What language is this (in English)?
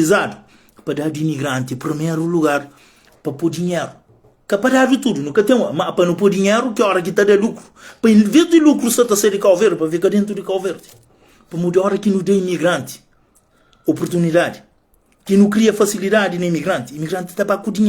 Kabuverdianu